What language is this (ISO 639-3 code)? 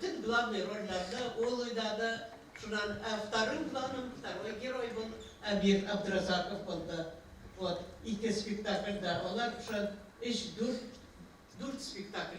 bak